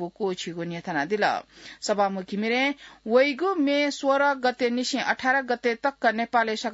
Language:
Newari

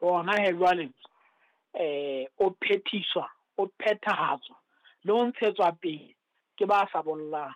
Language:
Southern Sotho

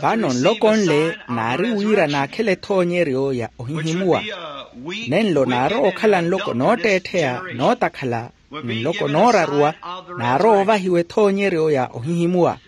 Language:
Makhuwa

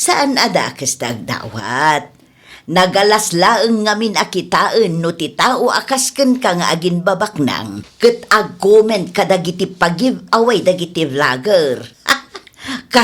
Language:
Iloko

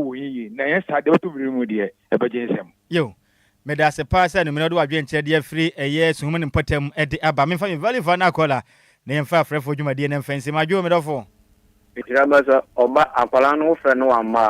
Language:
Akan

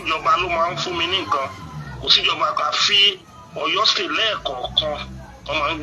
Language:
Yoruba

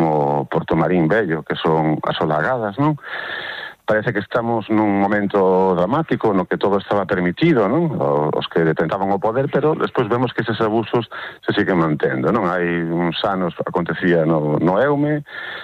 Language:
Galician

